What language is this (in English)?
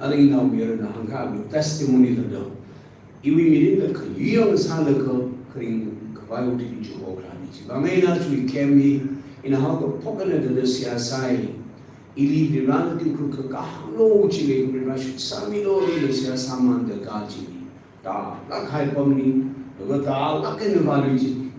Tangkhul Naga (India)